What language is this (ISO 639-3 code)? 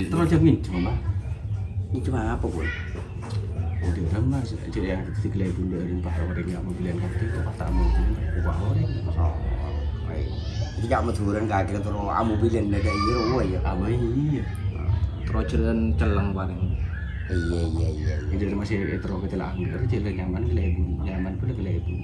mad